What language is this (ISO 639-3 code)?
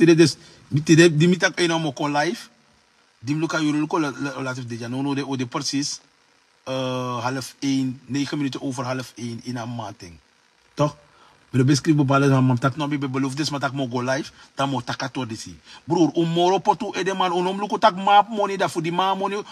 srn